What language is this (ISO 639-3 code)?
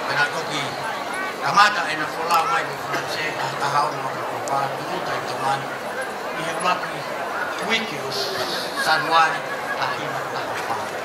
ton